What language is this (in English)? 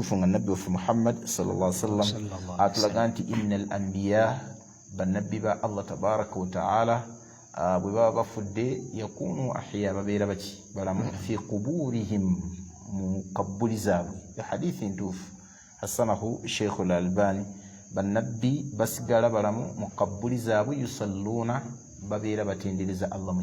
Ganda